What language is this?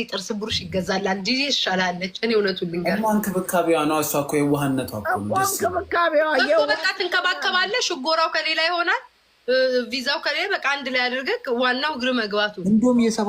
Amharic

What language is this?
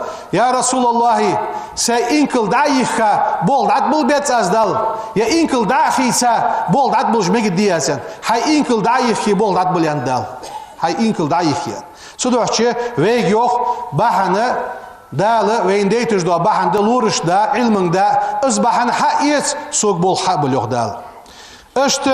Ingush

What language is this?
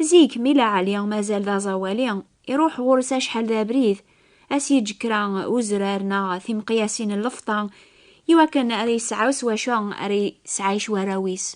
Kabyle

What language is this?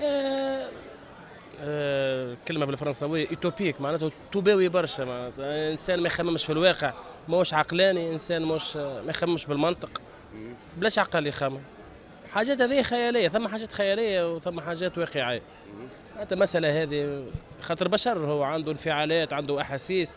Tunisian Arabic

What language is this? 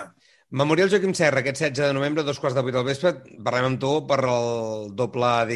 Catalan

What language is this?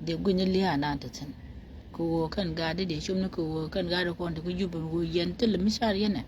Nuer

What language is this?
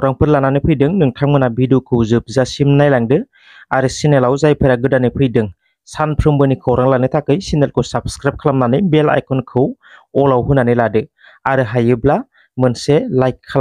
Bodo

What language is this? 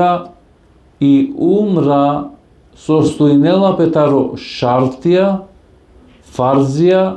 Balkan Romani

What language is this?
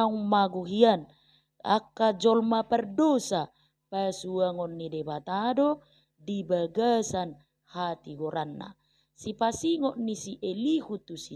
Batak Toba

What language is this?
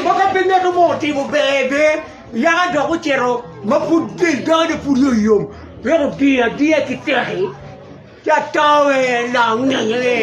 Acoli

